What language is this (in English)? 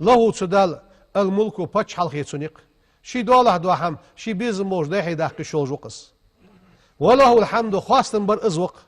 Ingush